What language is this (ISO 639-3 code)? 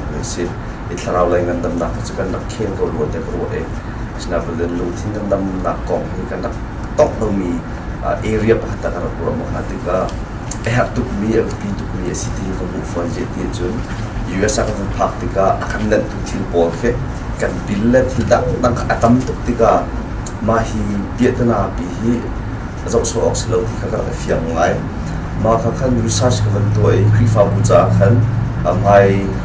cnh